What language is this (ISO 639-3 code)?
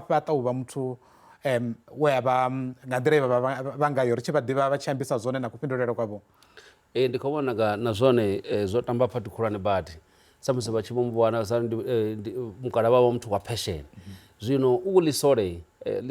ven